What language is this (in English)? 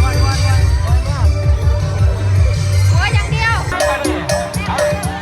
Lao